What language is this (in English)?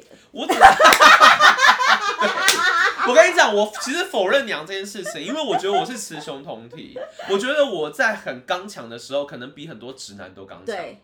Chinese